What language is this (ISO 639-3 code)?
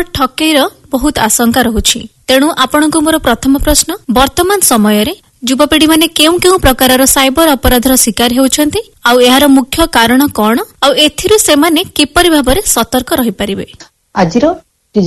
ori